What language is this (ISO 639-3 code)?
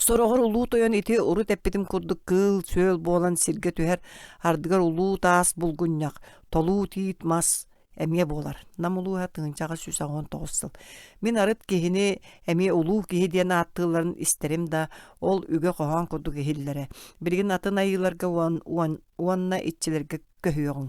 sah